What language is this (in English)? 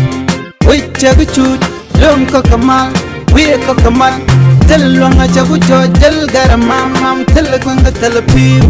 Nuer